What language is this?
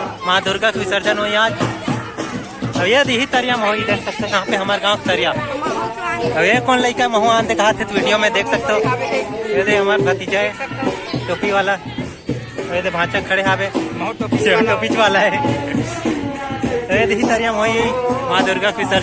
Chhattisgarhi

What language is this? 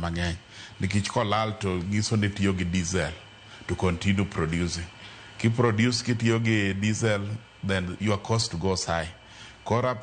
Luo (Kenya and Tanzania)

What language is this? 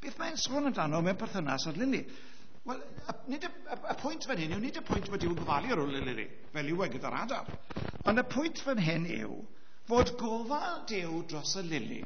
Welsh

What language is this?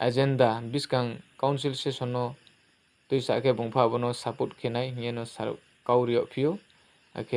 Riang (India)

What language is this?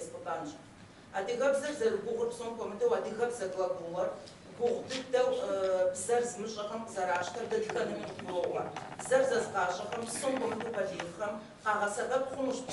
Kabardian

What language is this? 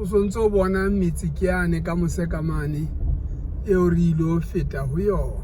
Southern Sotho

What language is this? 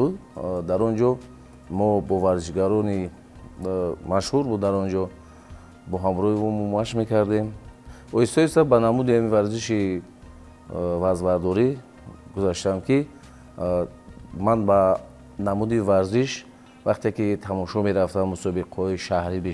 Tajik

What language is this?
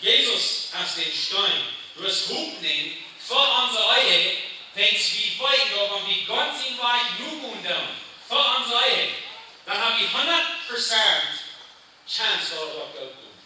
Plautdietsch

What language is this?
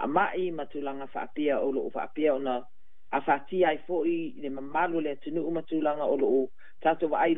Samoan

